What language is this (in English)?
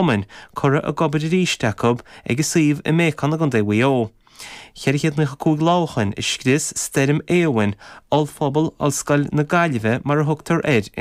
Irish